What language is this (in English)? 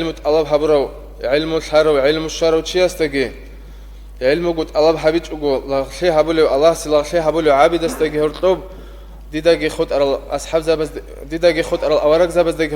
Avaric